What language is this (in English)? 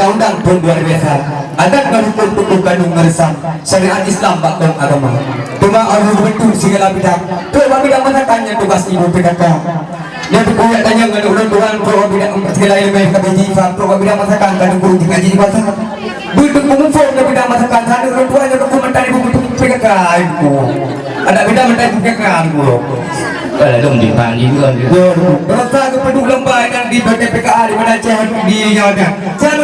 Achinese